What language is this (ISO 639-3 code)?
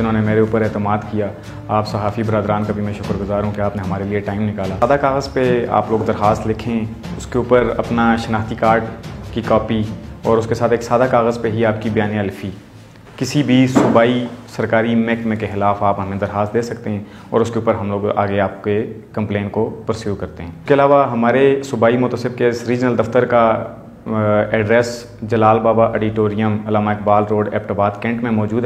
urd